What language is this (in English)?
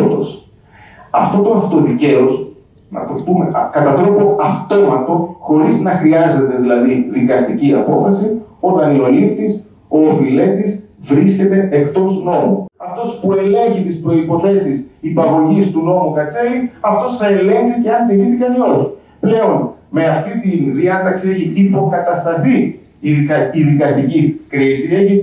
Greek